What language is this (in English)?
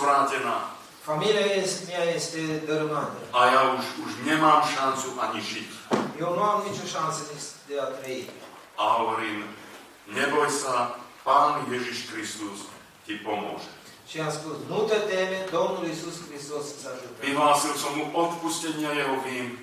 Slovak